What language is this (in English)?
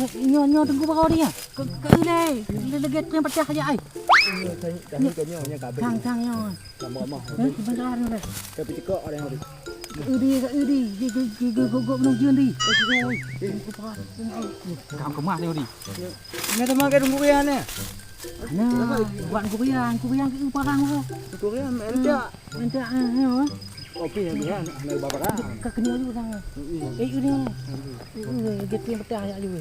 Achinese